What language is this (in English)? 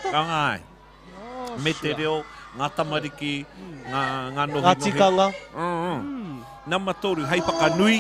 Māori